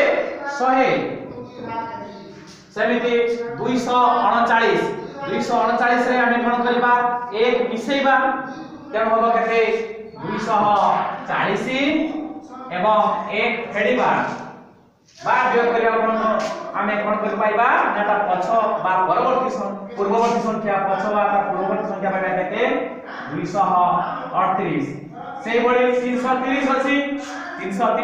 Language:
Odia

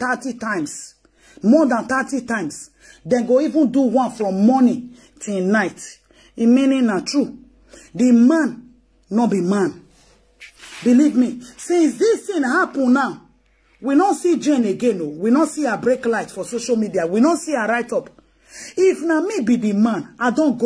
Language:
Nigerian Pidgin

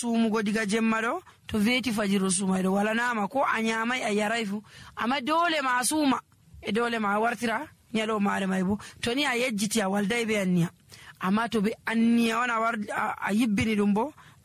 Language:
Nigerian Fulfulde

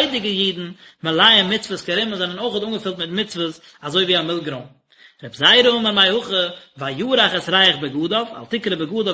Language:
Yiddish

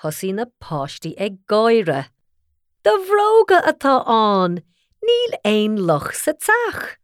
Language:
Irish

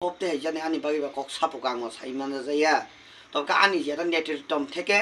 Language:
Kok Borok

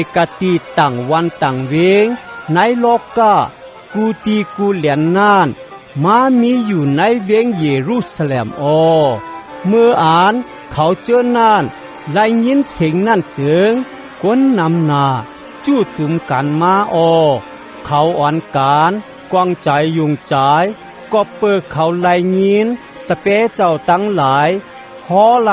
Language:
Shan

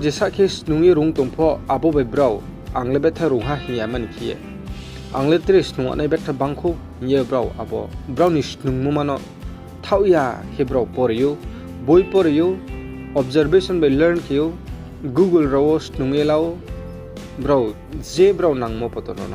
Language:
Riang (India)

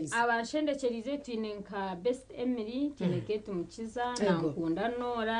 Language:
Nyankole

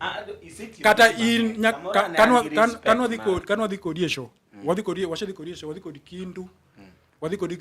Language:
Luo (Kenya and Tanzania)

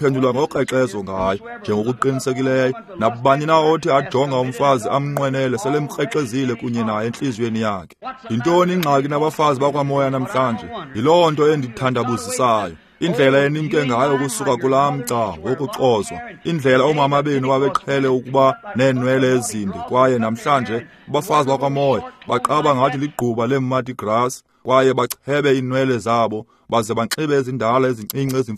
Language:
Xhosa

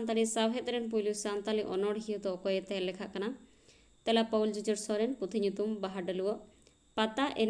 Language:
Santali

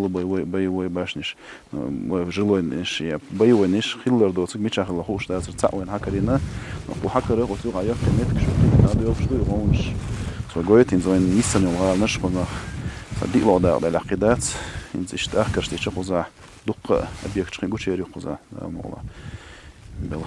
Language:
Chechen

